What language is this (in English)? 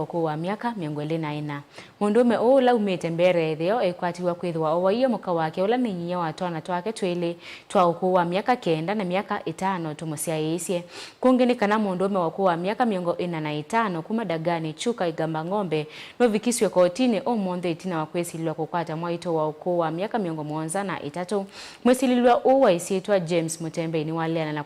Kamba